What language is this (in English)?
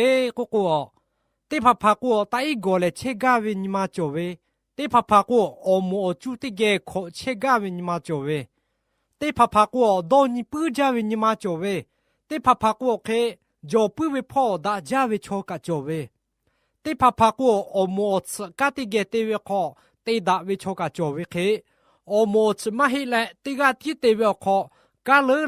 Lahu